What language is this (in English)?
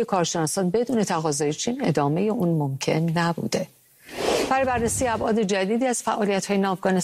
Persian